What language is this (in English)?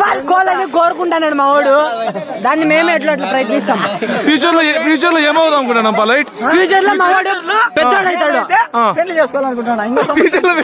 Telugu